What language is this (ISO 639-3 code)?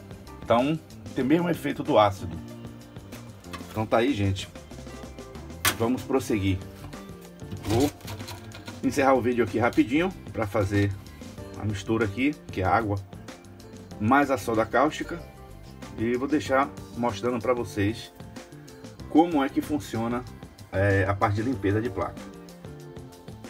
por